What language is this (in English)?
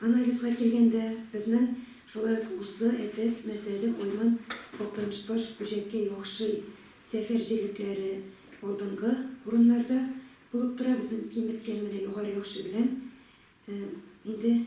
Tatar